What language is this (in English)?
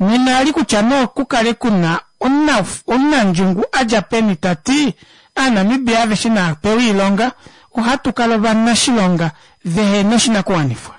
Kuanyama